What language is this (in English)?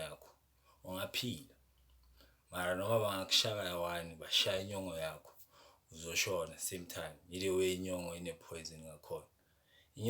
Zulu